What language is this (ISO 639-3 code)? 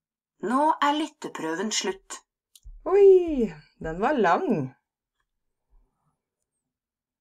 nor